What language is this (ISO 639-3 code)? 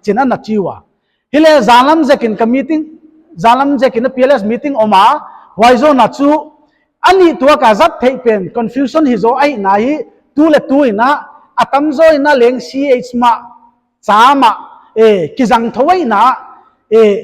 pck